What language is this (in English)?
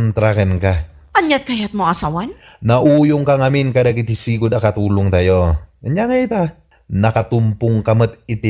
Iloko